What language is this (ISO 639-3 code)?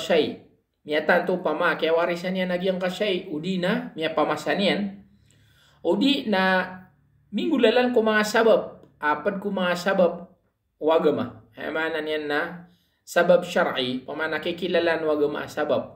mrw